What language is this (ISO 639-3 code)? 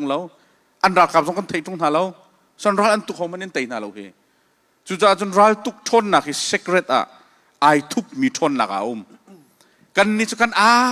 cnh